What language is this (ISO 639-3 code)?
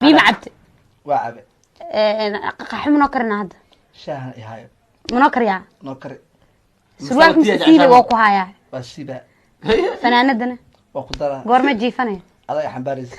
som